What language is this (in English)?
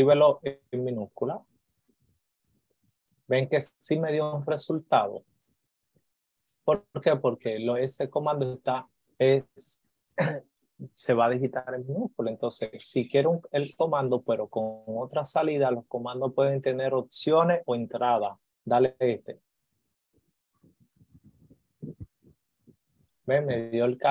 Spanish